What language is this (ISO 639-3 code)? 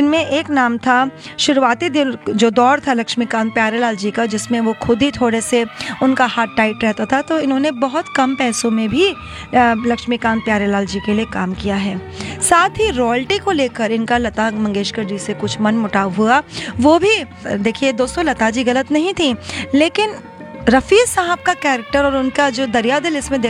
hin